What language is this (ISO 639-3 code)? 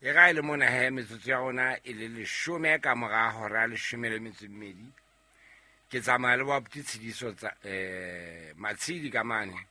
sot